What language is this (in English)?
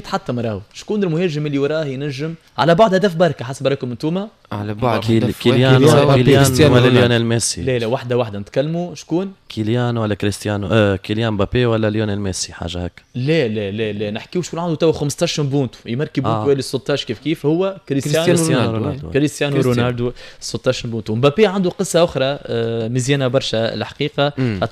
Tunisian Arabic